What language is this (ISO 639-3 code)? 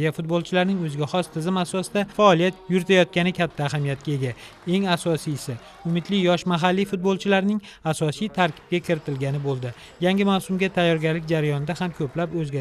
uzb